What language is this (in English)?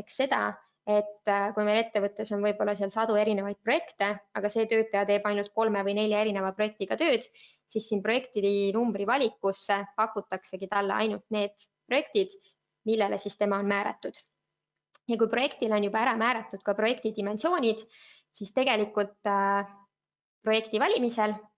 Estonian